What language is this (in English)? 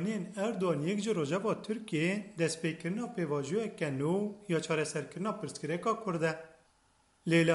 Kurdish